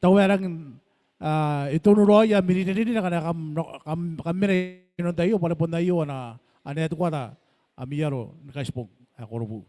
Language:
Gilbertese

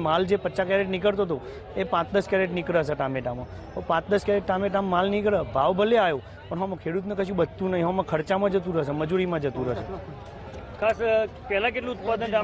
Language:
Gujarati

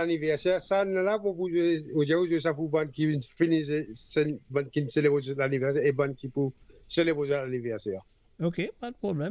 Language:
Morisyen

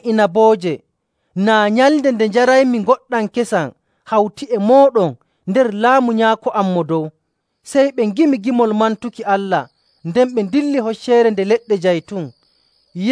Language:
Nigerian Fulfulde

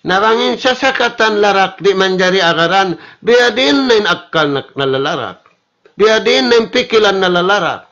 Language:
Tausug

